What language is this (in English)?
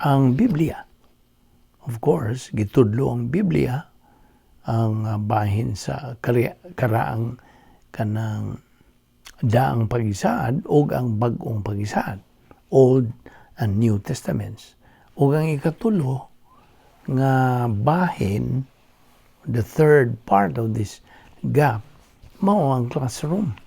Cebuano